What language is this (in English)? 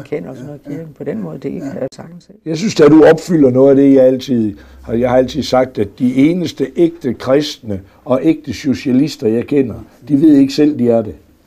Danish